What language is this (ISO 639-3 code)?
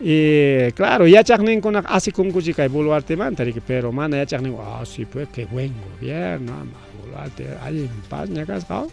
quy